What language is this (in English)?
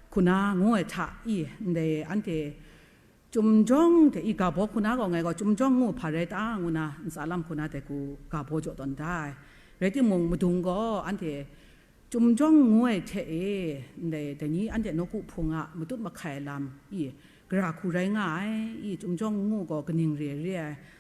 Kachin